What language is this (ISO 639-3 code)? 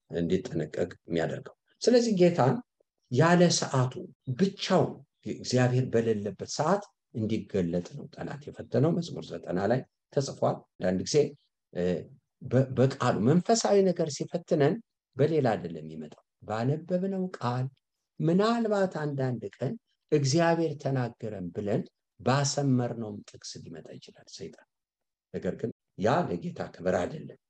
amh